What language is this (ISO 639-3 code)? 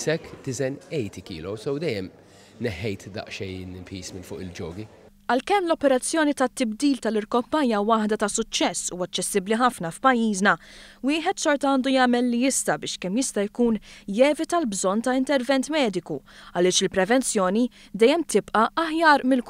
mlt